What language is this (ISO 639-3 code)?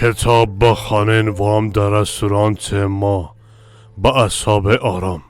fas